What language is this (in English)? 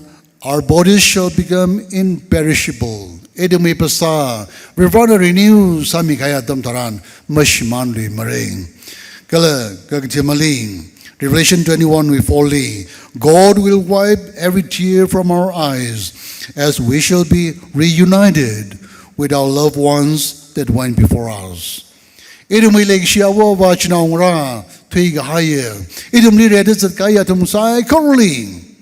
Tangkhul Naga (India)